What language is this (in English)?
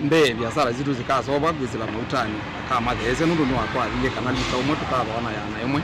Kamba